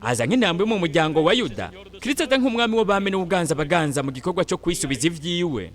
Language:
Rundi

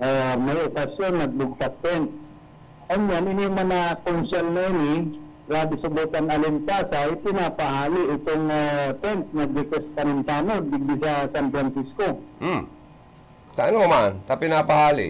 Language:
Bikol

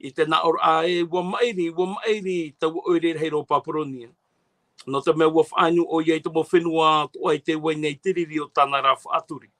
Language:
Tahitian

